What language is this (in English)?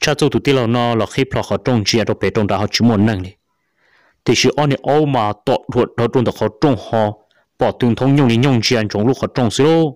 Hmong